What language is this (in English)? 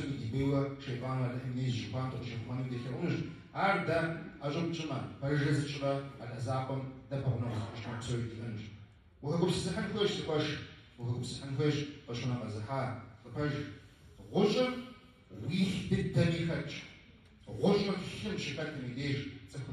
Kabardian